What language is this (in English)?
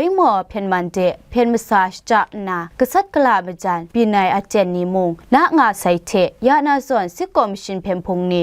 Kachin